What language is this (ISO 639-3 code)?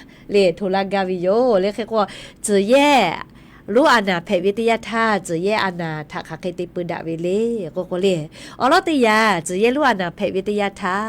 lhu